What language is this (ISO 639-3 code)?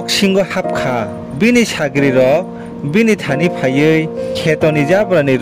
trp